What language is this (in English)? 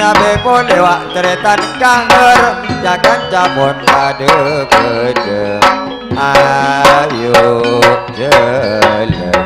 Madurese